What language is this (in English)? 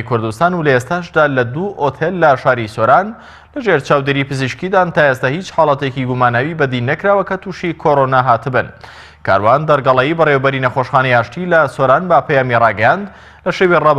Central Kurdish